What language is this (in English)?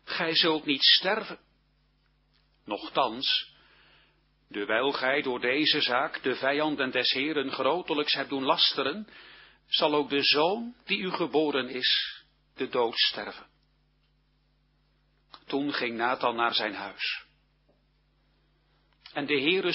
Dutch